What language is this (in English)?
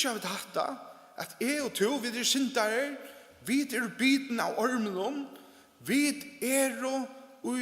Faroese